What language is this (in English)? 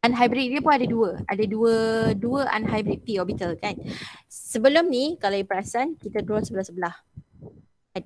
Malay